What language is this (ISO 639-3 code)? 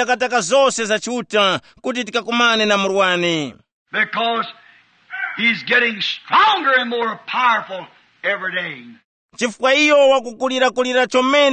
tum